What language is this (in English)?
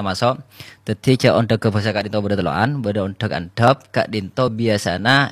Madurese